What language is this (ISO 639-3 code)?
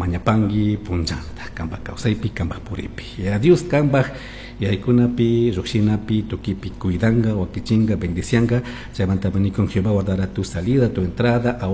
qug